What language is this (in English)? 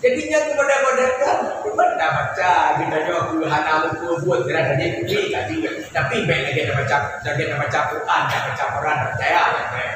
Achinese